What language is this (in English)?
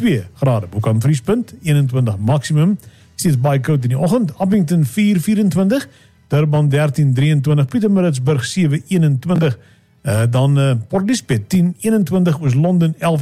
Afrikaans